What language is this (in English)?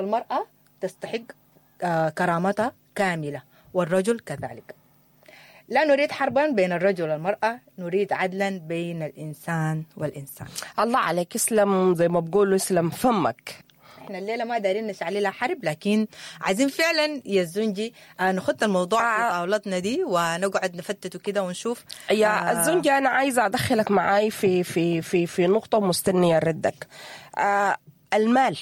Sudanese Arabic